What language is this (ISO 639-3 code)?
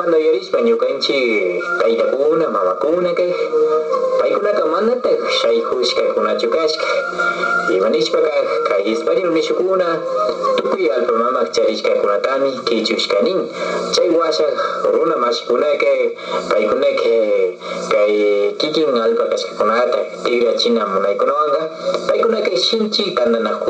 qvi